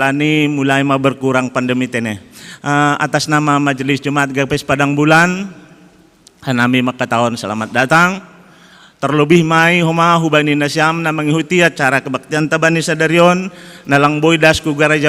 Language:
Batak Simalungun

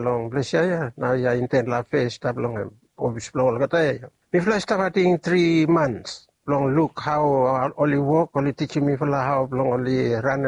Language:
Bislama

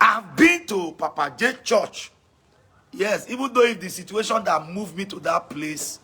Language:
Nigerian Pidgin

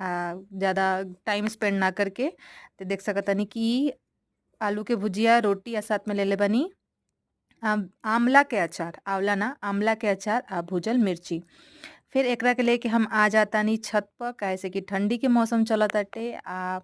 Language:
Bhojpuri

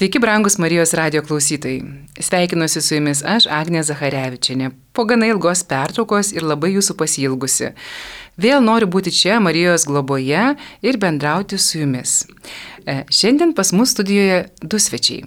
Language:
Lithuanian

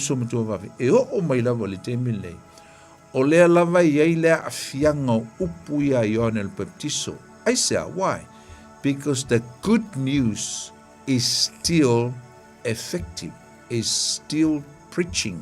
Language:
Samoan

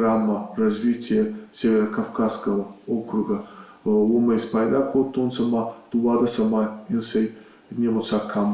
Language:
Ossetic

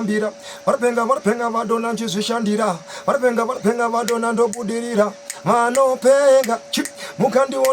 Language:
Shona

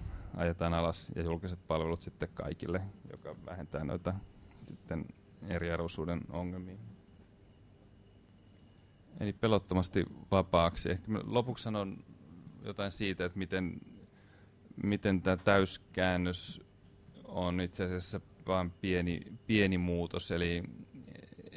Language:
Finnish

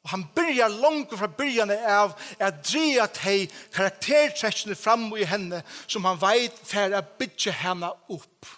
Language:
Faroese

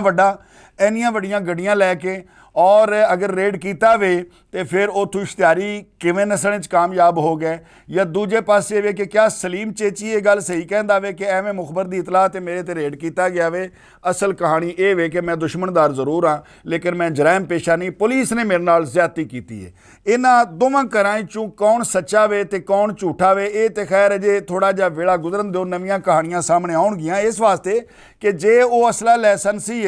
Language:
Western Panjabi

